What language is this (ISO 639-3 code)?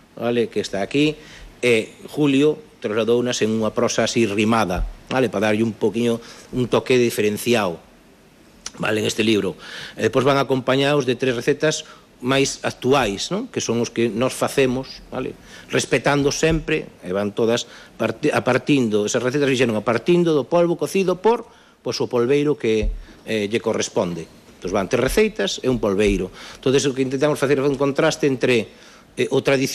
glg